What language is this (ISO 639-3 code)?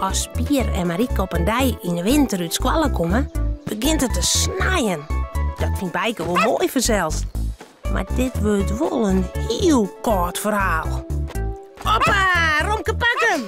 fry